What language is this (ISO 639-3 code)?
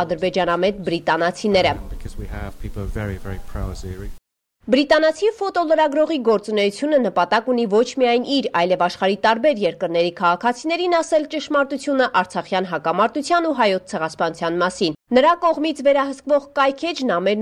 hye